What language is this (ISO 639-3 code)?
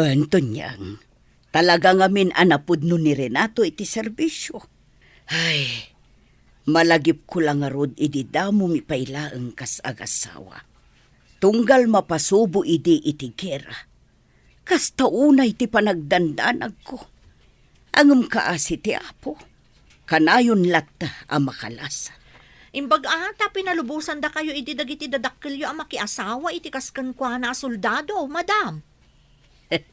ilo